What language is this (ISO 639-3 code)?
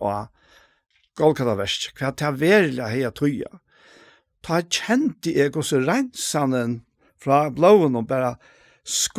fao